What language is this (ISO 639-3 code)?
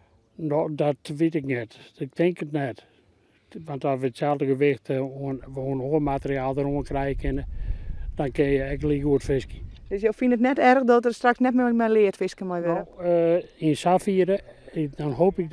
fry